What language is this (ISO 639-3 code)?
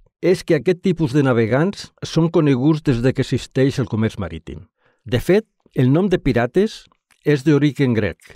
cat